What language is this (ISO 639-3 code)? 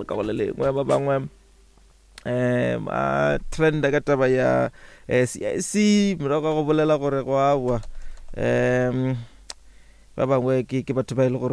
nso